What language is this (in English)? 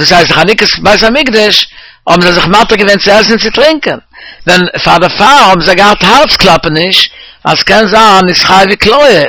Yiddish